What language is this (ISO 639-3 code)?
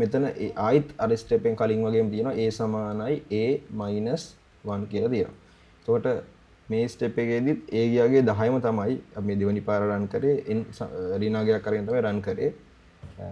sin